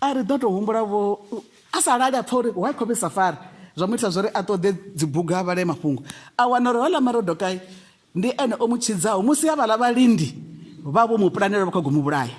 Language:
Venda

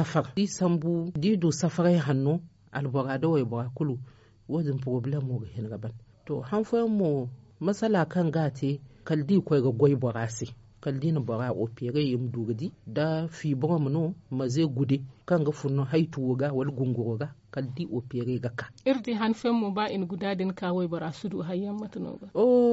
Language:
Zarma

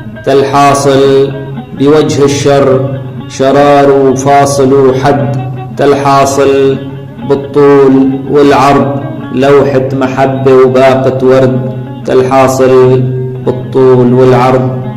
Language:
Kurdish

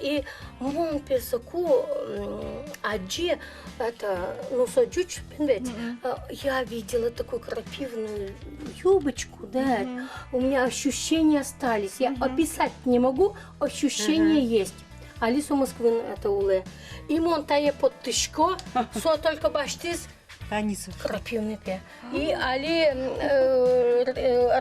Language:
Udmurt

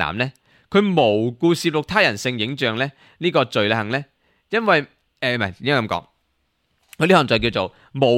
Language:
Cantonese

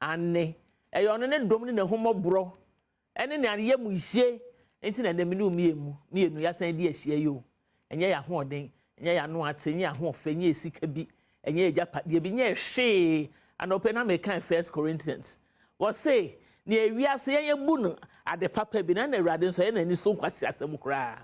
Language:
Akan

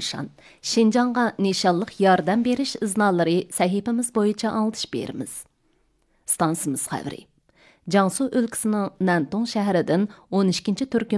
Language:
Uyghur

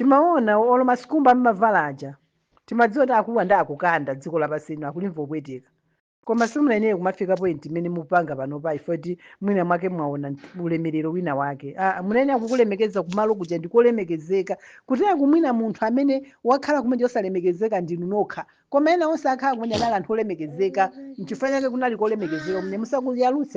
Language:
Nyanja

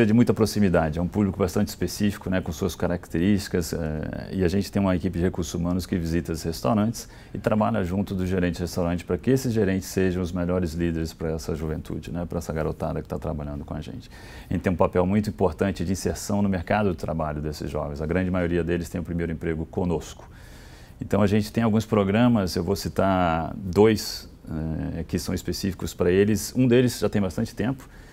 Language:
Portuguese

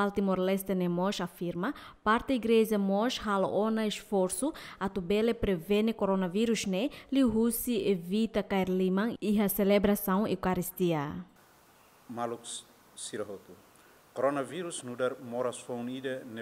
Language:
Tetum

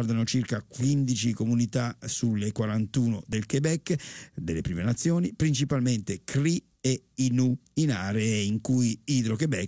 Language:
Italian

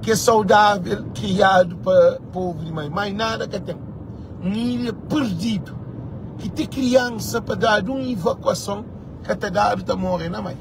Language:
Kabuverdianu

